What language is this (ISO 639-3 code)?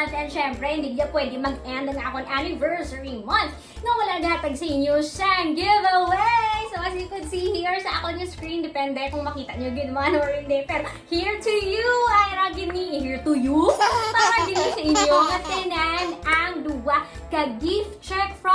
hil